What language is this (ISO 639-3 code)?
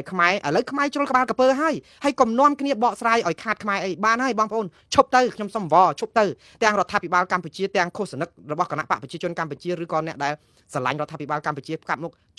khm